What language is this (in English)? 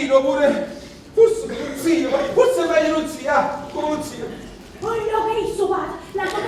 Neapolitan